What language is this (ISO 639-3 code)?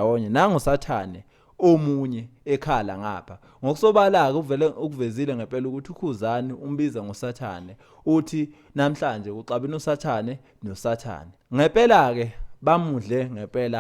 zul